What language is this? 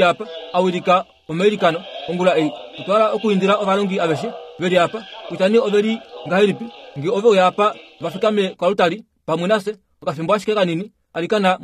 Kuanyama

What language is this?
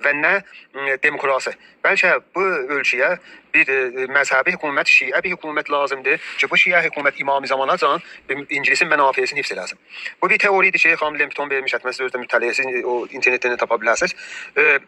South Azerbaijani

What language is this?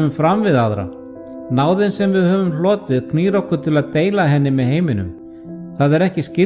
Icelandic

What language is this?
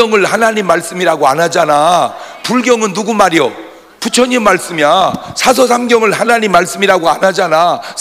Korean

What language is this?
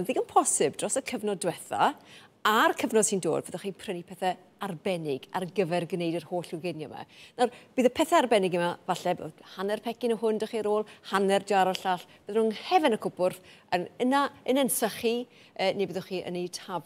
Welsh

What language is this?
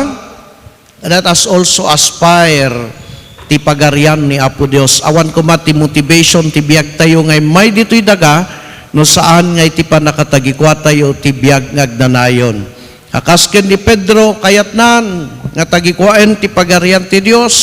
Iloko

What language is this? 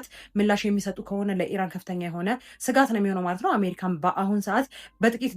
Amharic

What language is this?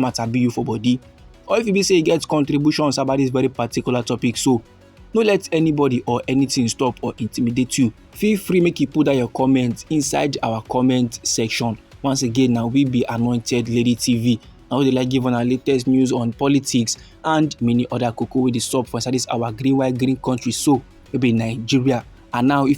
Nigerian Pidgin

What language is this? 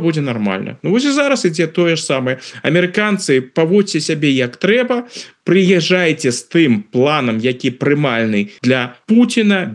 Belarusian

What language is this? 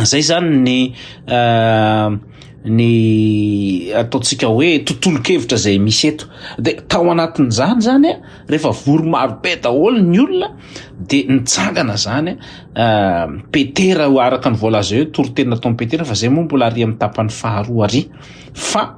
Malagasy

